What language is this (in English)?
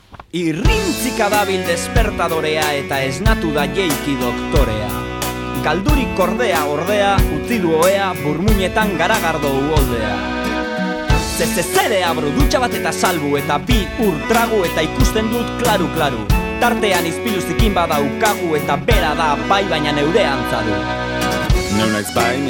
Basque